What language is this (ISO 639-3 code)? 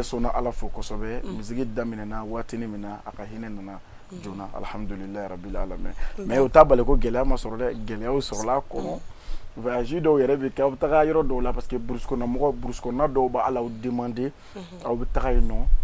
bam